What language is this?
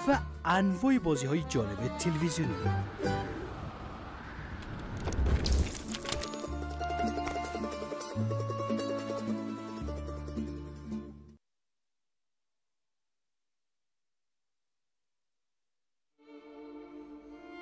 Persian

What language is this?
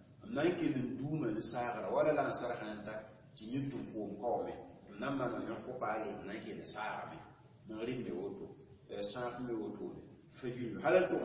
Mossi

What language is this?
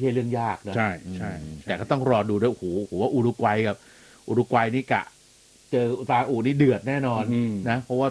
Thai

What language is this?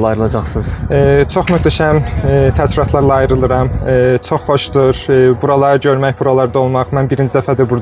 Azerbaijani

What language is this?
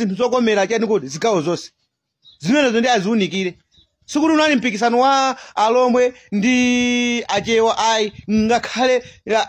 Nyanja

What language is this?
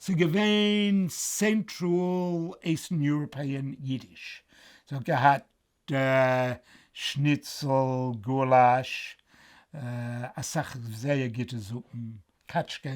Yiddish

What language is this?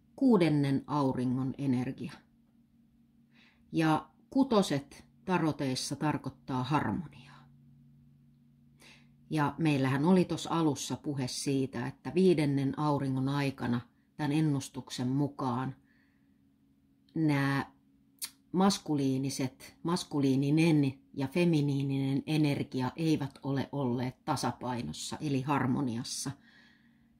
Finnish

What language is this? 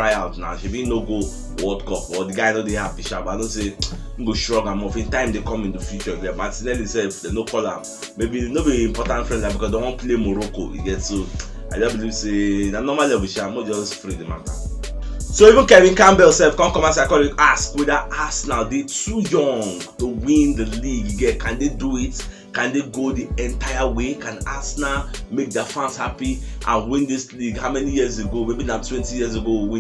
Nigerian Pidgin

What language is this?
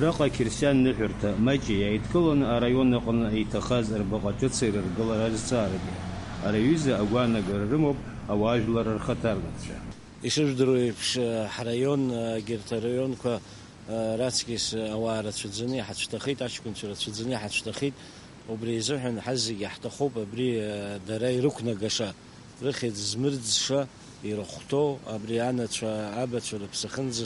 Abkhazian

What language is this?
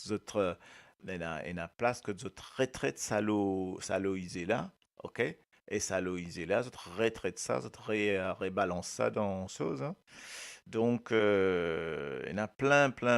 Morisyen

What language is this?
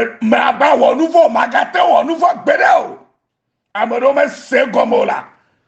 Ewe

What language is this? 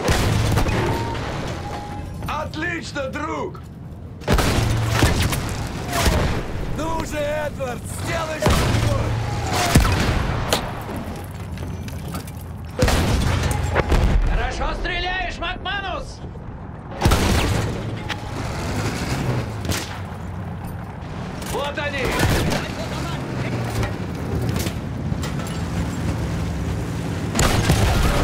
Russian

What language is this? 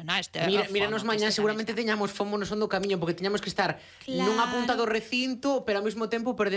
Galician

